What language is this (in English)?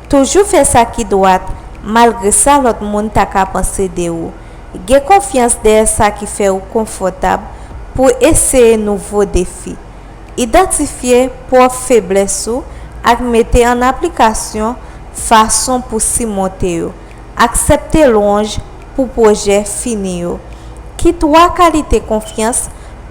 Haitian Creole